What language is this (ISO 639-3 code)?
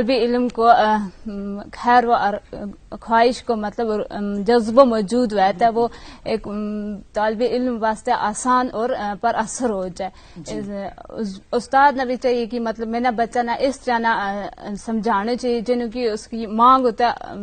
gju